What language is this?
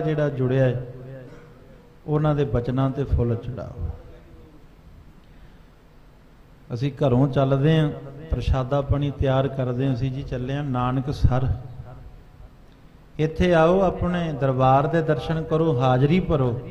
Punjabi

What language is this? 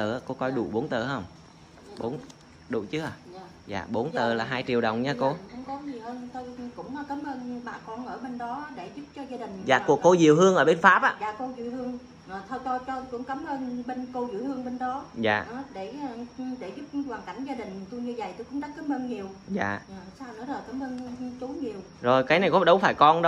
Vietnamese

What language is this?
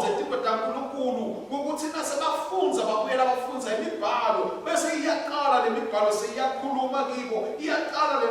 Swati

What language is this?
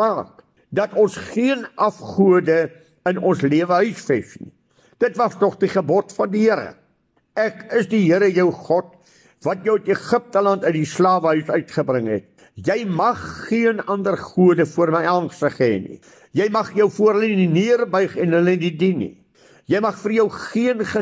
Afrikaans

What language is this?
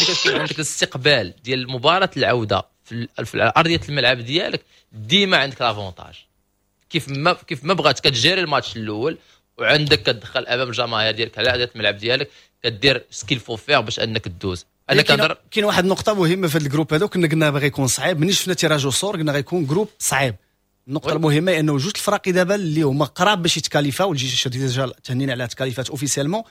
Moroccan Arabic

